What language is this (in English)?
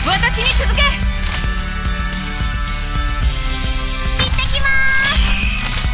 Japanese